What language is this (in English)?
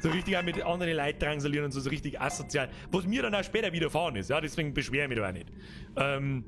Bavarian